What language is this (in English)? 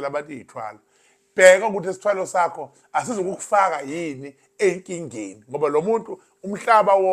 Zulu